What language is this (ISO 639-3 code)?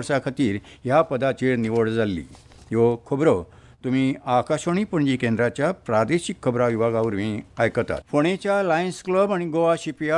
kok